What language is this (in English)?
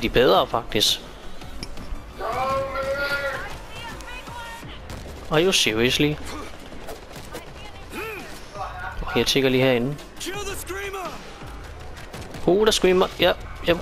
Danish